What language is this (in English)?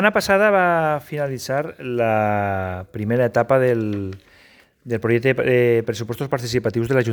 Catalan